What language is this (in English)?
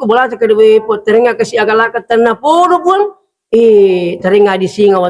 Buginese